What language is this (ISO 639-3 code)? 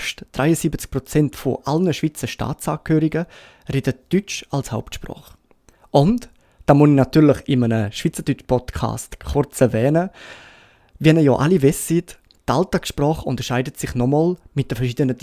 gsw